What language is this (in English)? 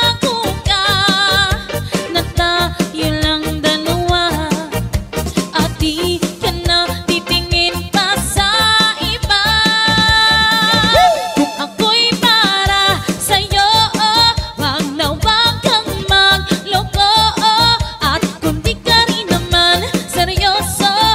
Filipino